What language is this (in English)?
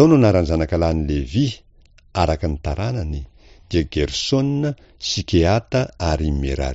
Malagasy